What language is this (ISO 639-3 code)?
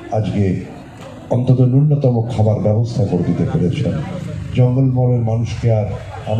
ben